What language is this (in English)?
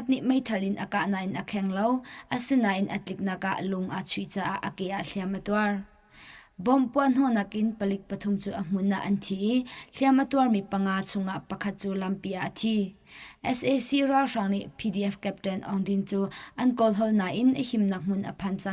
Hakha Chin